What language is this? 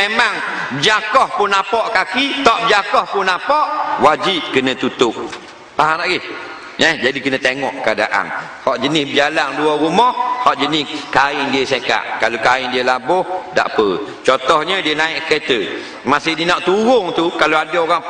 Malay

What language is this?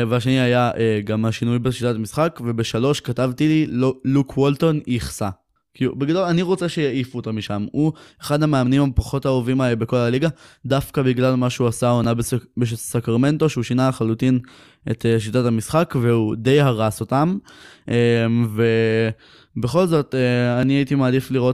Hebrew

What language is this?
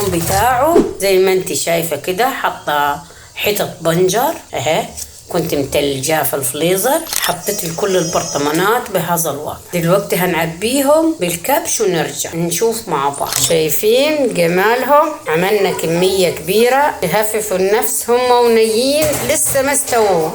Egyptian Arabic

